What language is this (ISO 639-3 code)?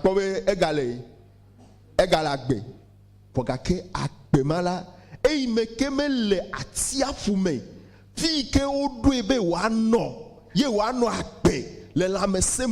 ewe